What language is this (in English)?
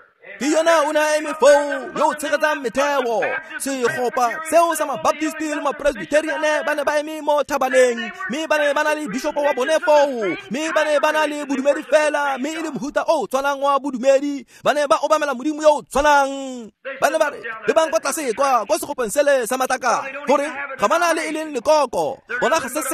Tswana